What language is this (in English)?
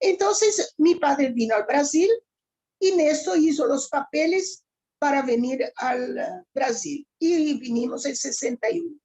Ladino